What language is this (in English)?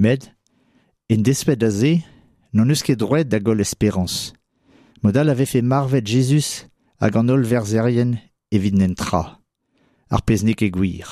Breton